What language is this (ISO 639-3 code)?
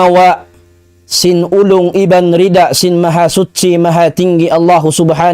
tsg